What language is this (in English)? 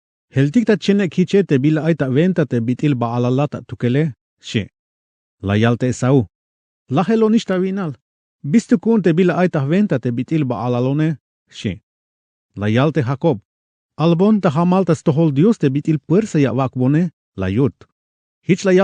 Tzeltal